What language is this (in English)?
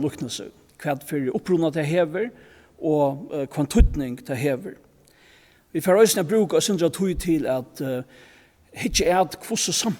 Faroese